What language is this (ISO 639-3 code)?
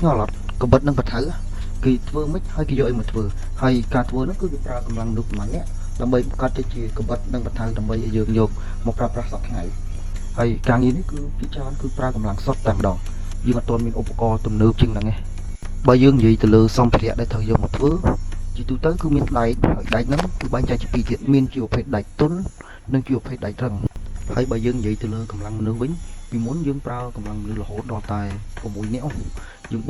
khm